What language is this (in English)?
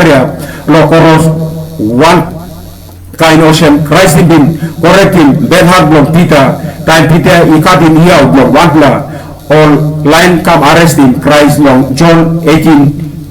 Tok Pisin